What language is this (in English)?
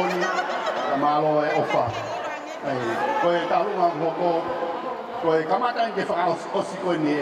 Tongan